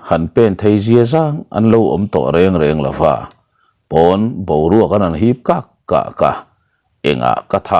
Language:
Mizo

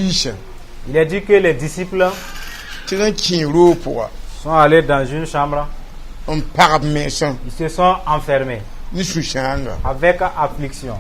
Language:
Mossi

